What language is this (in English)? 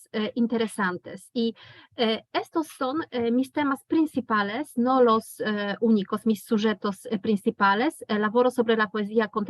Ladino